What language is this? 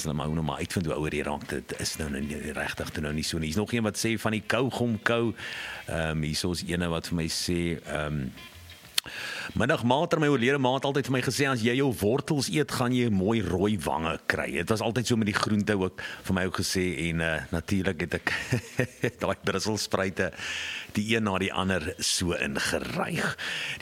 Afrikaans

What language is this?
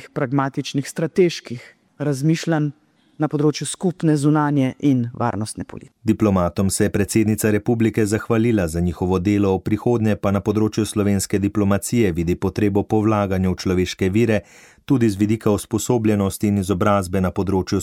Slovenian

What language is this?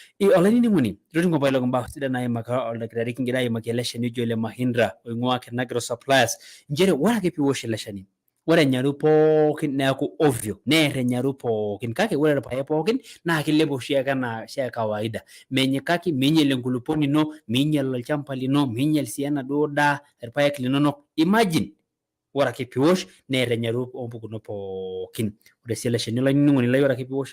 Masai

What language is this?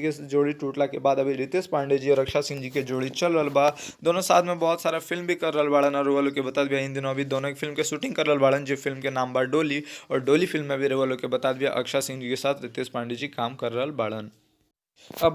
Bhojpuri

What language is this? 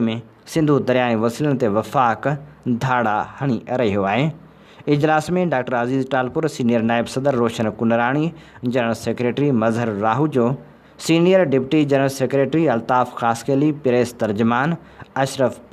Sindhi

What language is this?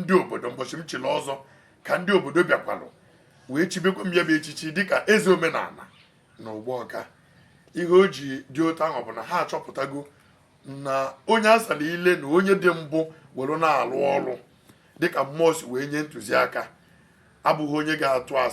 Igbo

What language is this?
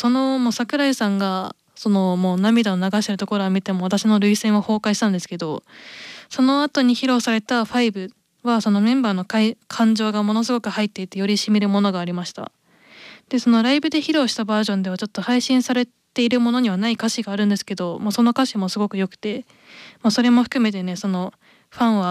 Japanese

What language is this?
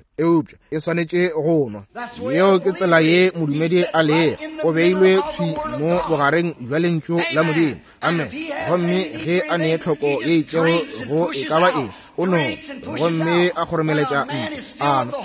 Northern Sotho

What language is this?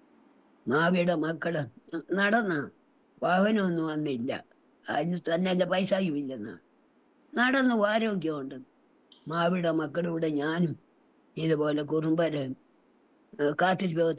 Malayalam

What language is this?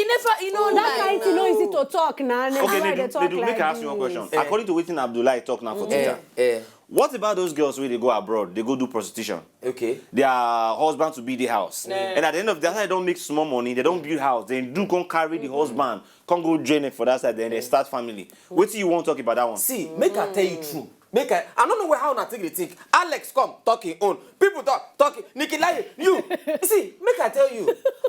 Nigerian Pidgin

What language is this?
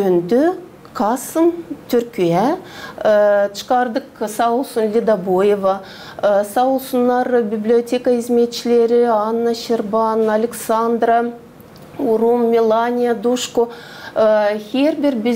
Gagauz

